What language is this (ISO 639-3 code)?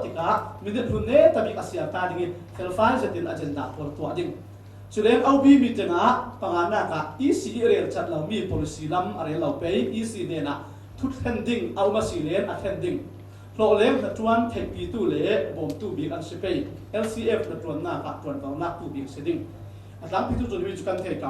cfm